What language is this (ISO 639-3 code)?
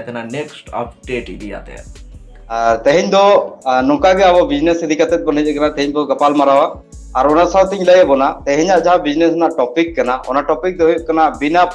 sat